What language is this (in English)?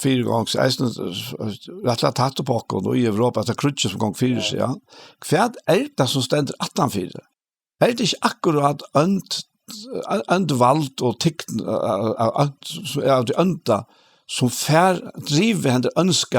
Faroese